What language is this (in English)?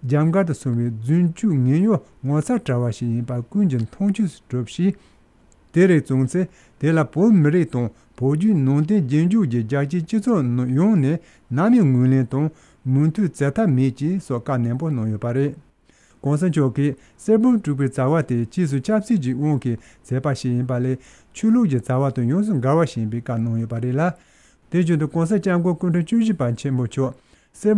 Tibetan